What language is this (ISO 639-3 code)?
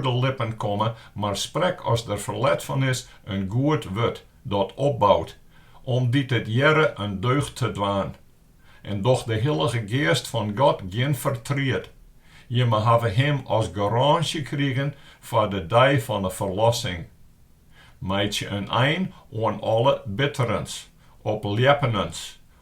fry